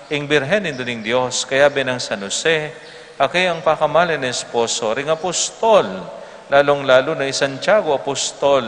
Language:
Pampanga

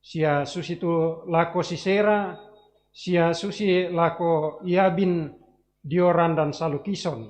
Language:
Toraja-Sa'dan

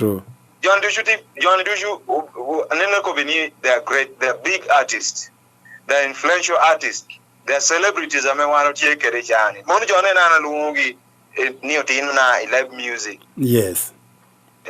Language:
Acoli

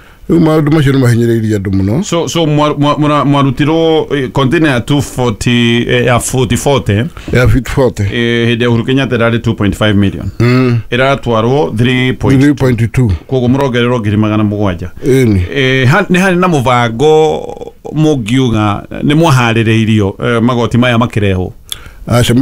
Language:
Kikuyu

